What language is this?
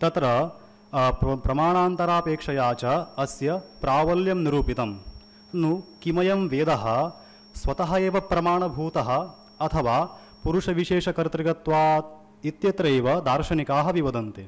Sanskrit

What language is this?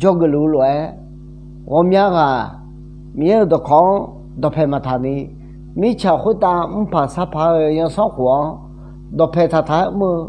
Akha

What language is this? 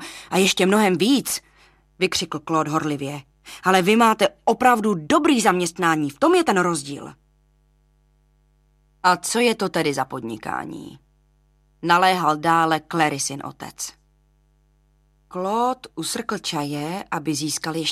Czech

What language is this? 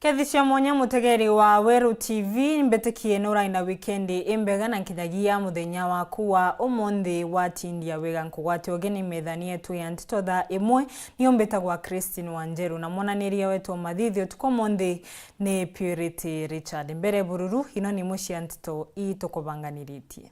Meru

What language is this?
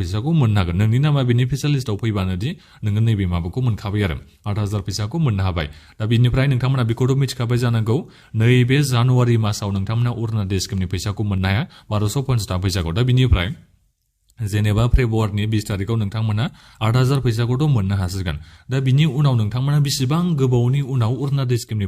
Bodo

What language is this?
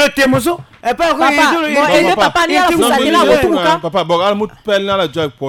Sango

